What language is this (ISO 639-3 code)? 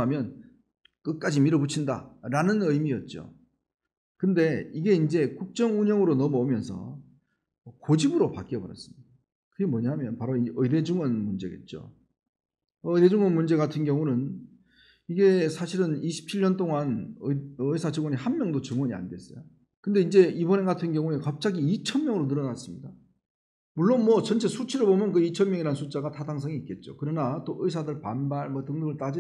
kor